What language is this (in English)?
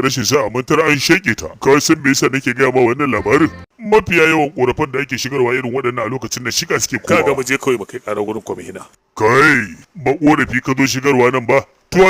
Hausa